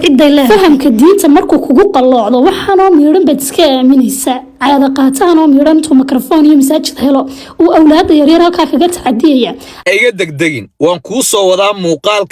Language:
Somali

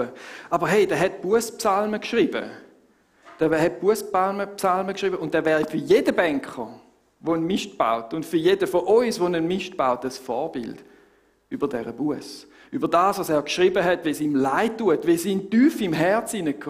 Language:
Swiss German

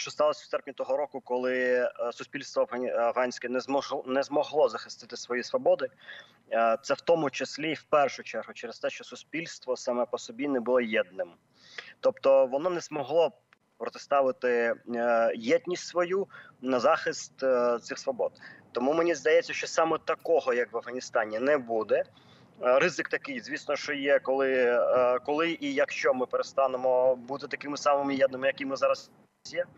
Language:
Ukrainian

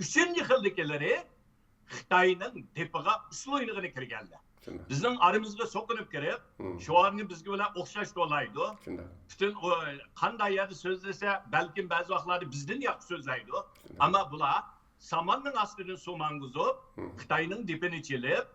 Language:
Uyghur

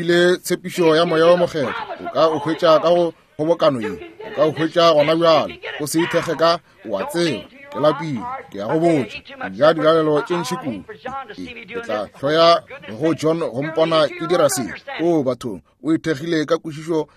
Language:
Northern Sotho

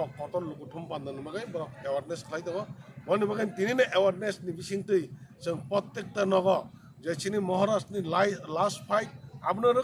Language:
Kok Borok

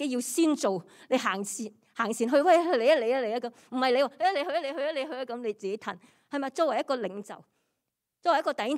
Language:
Cantonese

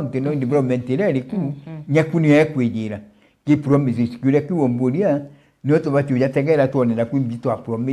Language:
Meru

